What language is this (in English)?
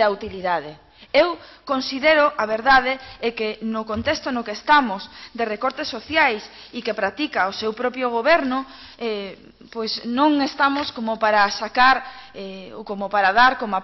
Galician